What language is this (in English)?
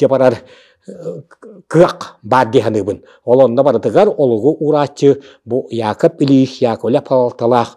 Yakut